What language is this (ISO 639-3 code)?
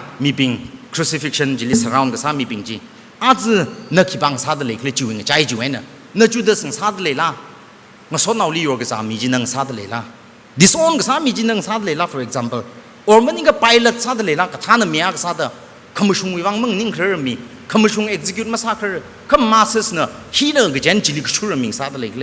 nmf